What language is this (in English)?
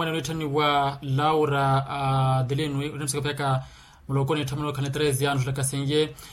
Makhuwa